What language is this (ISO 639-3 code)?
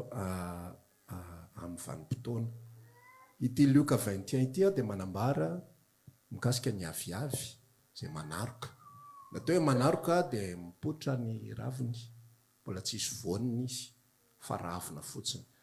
mlg